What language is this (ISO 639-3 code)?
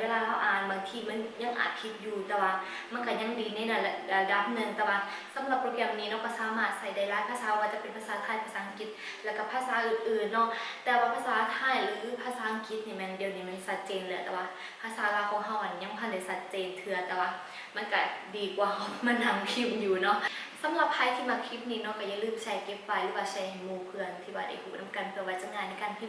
lao